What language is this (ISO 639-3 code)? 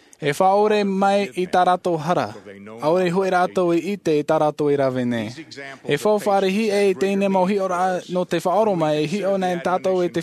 tah